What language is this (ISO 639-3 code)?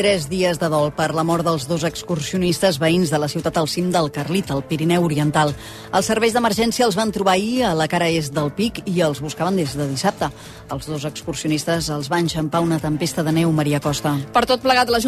cat